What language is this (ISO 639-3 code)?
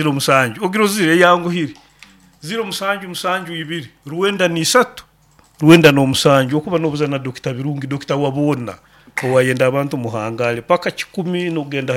nyo